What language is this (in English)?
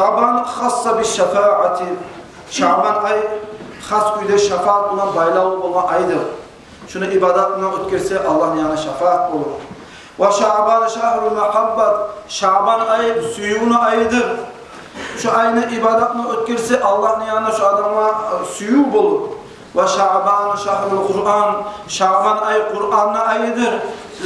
Kumyk